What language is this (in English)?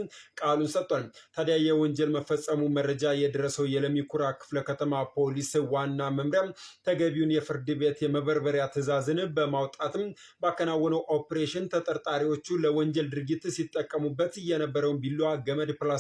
Amharic